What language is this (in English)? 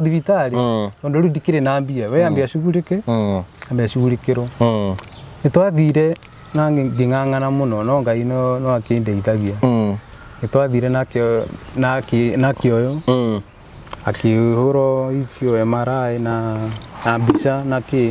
Kikuyu